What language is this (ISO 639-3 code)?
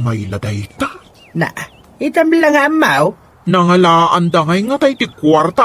ilo